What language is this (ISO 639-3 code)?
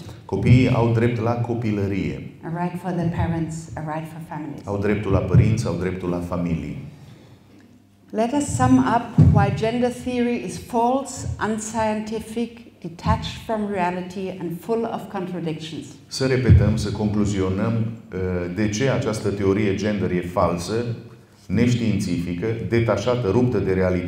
ron